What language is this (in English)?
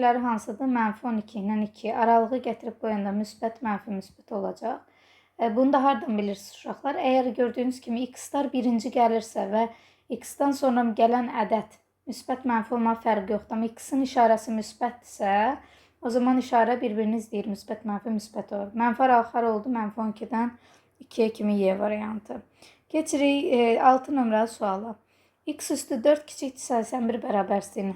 Azerbaijani